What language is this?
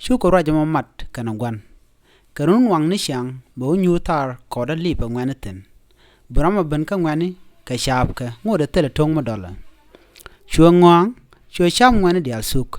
Nuer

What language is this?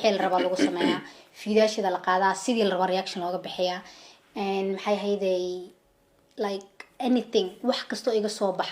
Somali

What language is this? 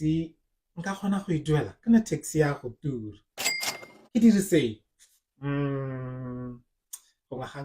Tswana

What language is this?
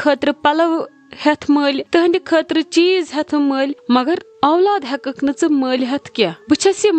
Kashmiri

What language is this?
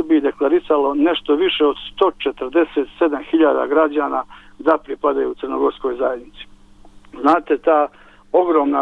Bosnian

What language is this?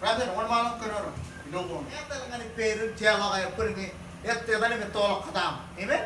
Marshallese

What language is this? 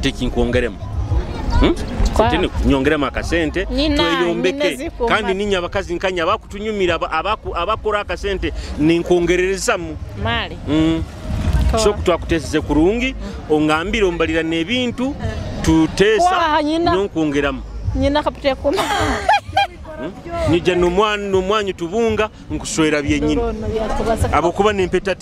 Nyoro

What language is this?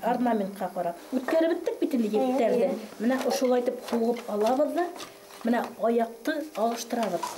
Bashkir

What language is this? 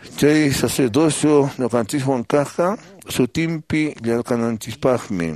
Quechua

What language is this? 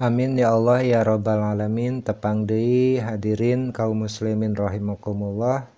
Sundanese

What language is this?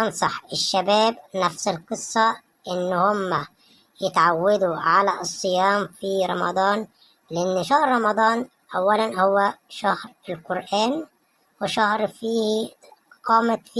Egyptian Arabic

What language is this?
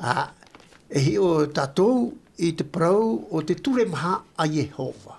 Tahitian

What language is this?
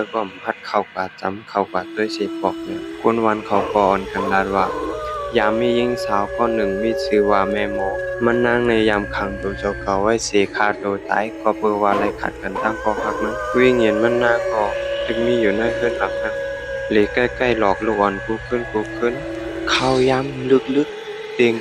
Shan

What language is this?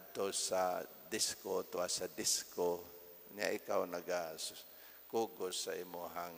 Cebuano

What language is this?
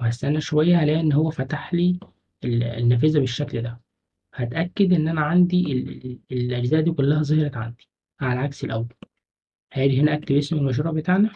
Egyptian Arabic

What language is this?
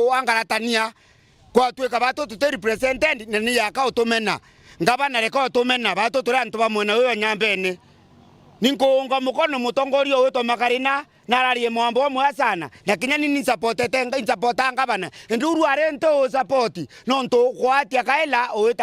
Meru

